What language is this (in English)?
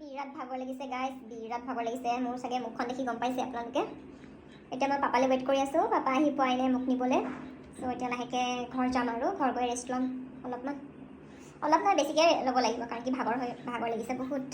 Assamese